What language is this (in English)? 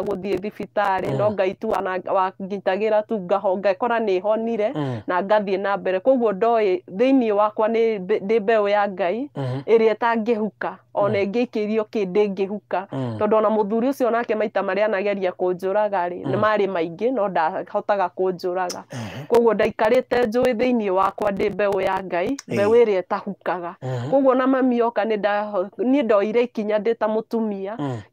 Kikuyu